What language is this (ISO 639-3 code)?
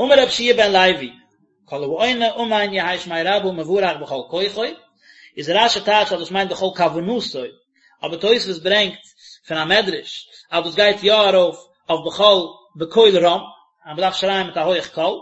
yid